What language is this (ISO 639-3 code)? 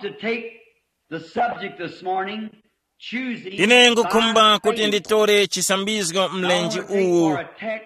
tum